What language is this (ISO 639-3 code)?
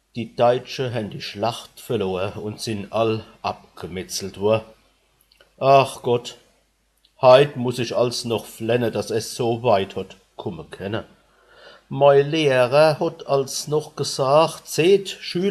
pfl